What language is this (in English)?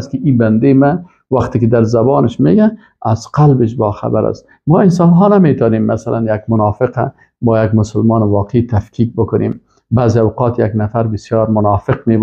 Persian